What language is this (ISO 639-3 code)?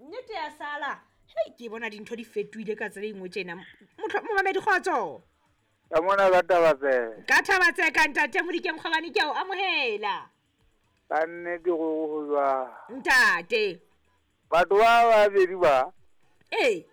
sot